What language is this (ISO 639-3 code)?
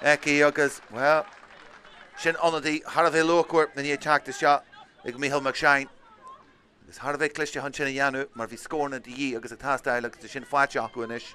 gle